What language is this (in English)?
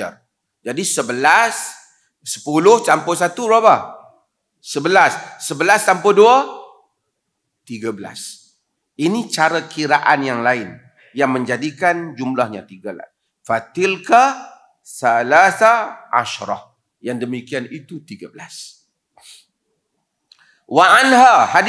Malay